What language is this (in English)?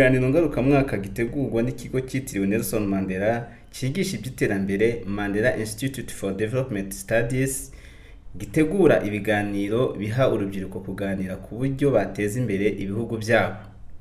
Kinyarwanda